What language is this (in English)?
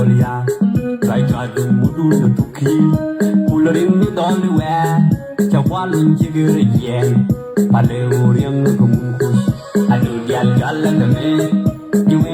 Nuer